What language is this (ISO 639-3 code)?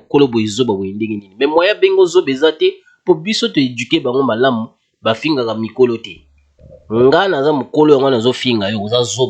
lin